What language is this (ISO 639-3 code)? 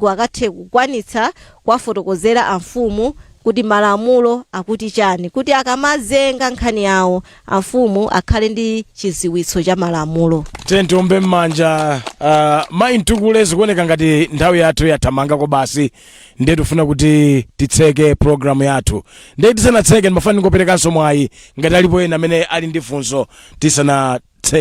nya